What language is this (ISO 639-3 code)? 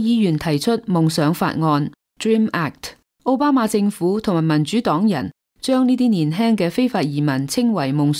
yue